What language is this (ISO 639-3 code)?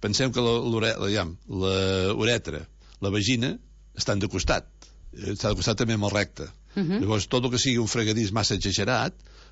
cat